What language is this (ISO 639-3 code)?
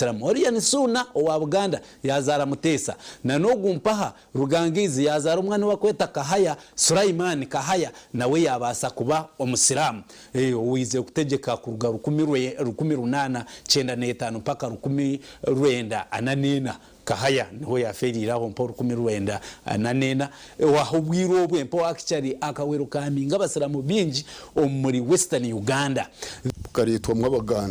nyn